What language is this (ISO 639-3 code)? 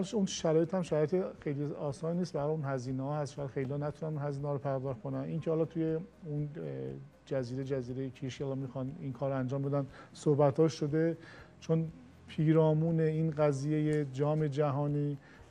fas